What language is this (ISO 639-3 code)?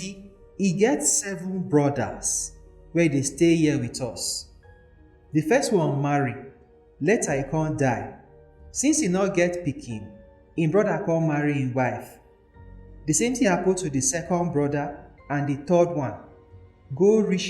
pcm